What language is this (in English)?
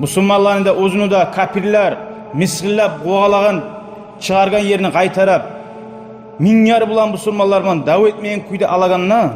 Kumyk